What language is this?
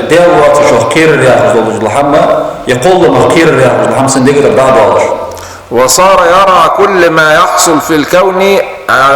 Ingush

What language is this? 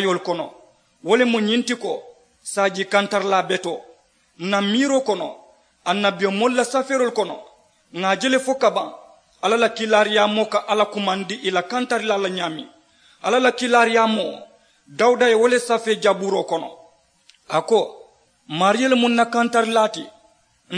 Mandingo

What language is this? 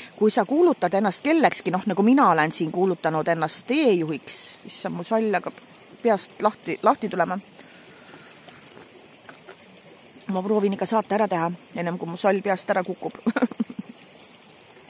Estonian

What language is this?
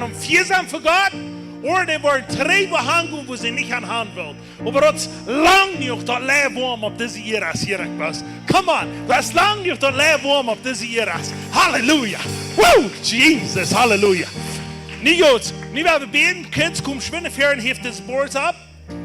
Plautdietsch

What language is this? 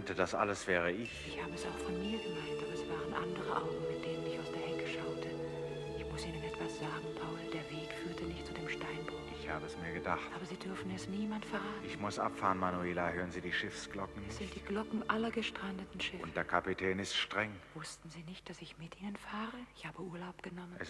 German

